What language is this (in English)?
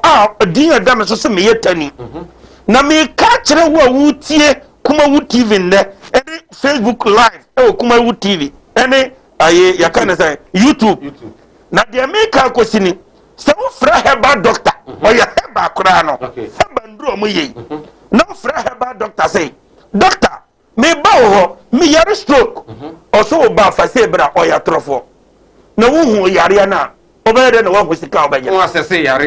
Akan